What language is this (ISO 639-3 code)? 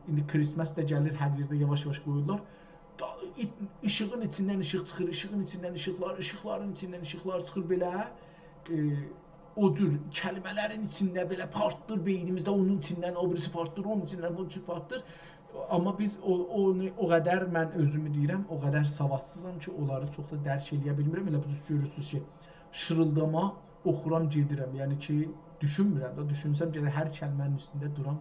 azb